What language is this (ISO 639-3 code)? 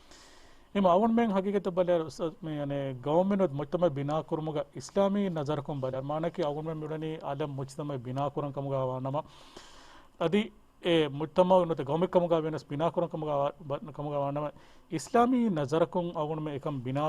div